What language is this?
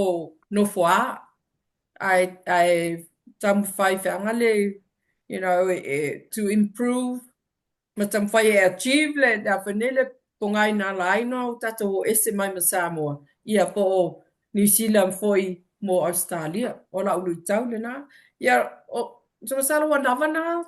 Samoan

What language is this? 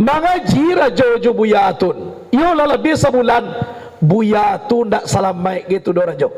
Minangkabau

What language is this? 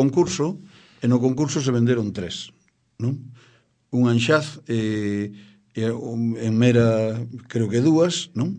Galician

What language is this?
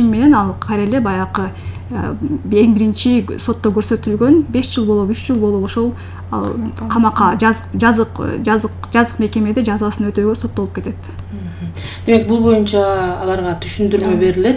Kyrgyz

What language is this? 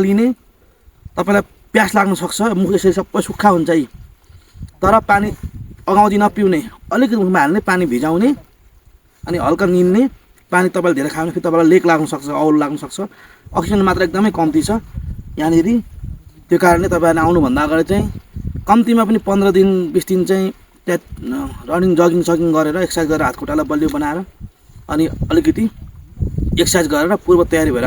Nepali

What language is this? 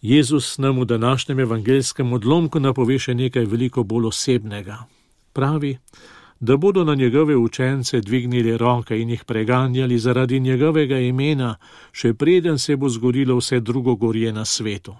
Slovenian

